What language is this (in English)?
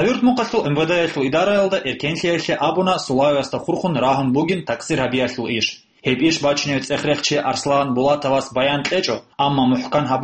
Avaric